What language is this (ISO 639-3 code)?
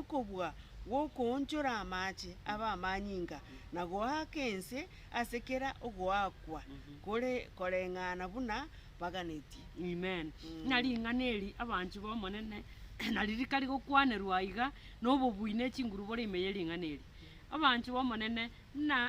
guz